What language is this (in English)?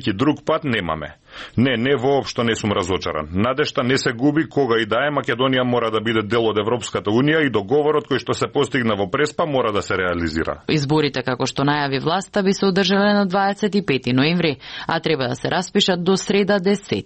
Macedonian